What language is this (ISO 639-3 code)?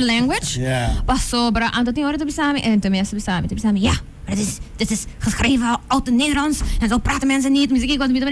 pap